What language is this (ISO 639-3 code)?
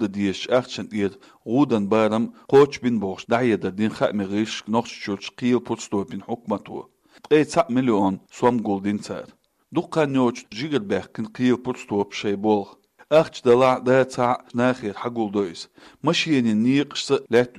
che